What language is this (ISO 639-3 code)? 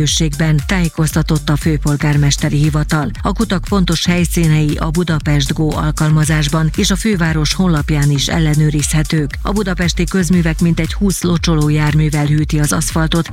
hun